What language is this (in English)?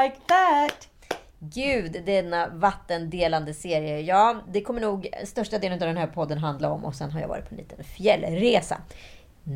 Swedish